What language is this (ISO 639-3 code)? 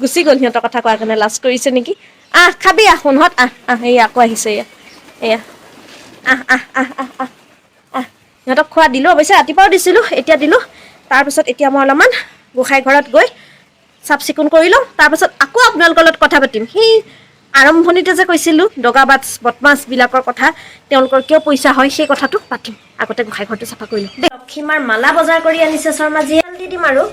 asm